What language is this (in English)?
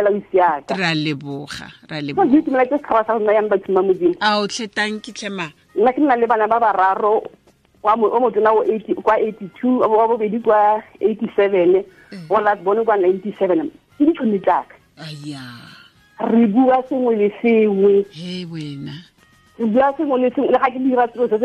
Tswana